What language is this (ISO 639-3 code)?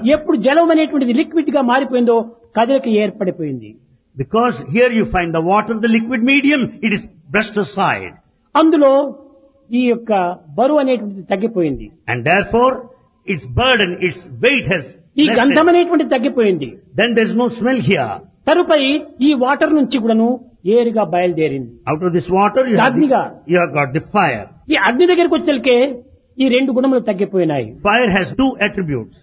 tel